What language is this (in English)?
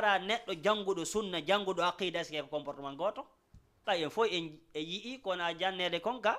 Fula